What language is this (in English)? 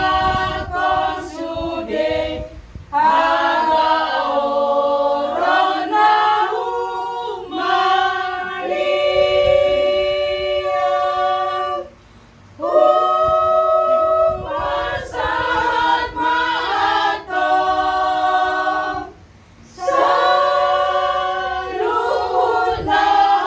Batak Toba